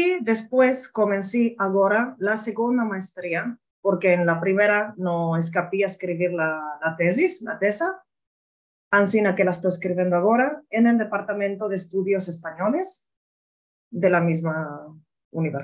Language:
Ladino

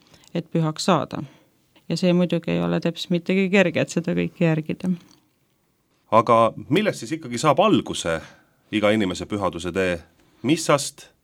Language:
Estonian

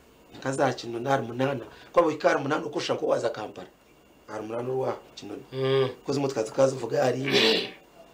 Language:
Nyankole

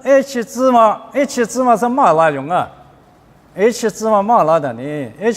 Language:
Lisu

